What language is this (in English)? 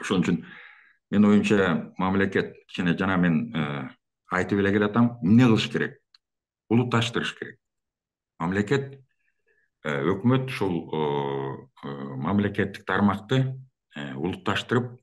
Kyrgyz